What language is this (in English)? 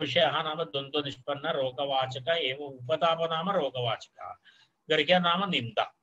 Sanskrit